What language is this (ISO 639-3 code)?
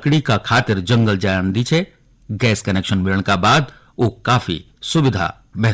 gbm